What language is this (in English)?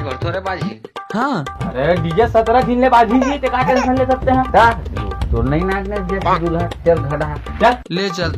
Chhattisgarhi